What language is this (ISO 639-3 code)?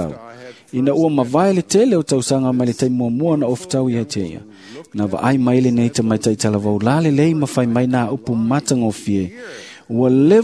smo